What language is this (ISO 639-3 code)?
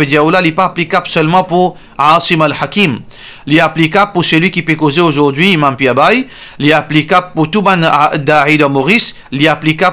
mfe